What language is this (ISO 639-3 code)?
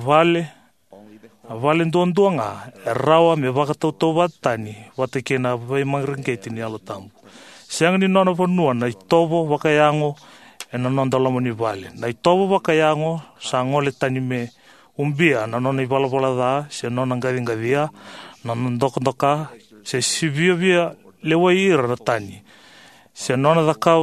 fij